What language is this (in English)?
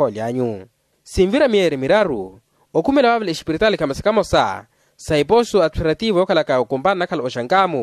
Makhuwa